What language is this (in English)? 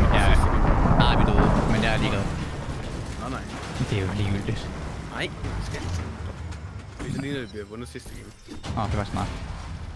Danish